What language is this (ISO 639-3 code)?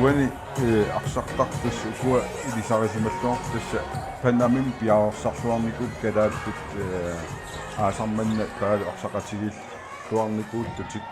kal